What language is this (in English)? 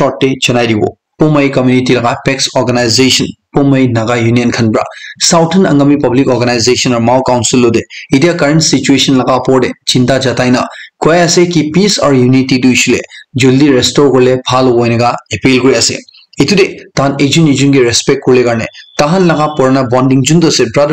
Naga Pidgin